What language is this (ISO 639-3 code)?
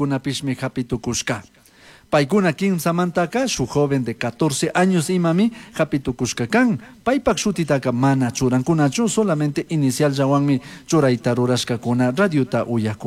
qug